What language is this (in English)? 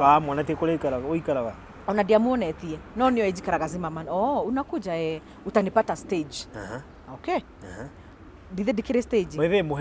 Kikuyu